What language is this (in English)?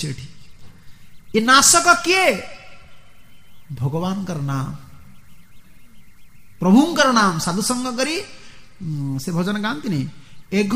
Odia